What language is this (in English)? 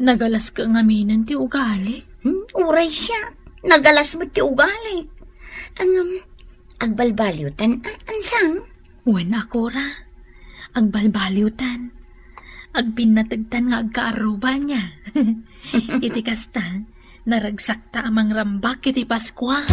Iloko